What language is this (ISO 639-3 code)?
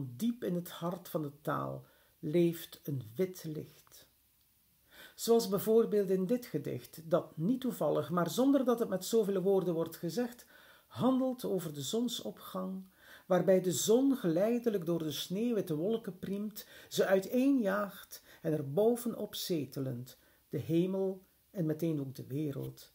nld